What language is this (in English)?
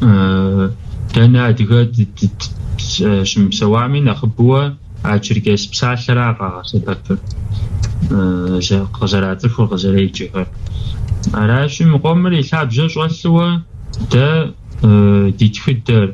Kabardian